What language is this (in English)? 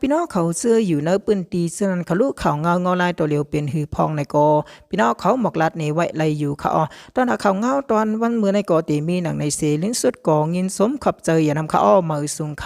Shan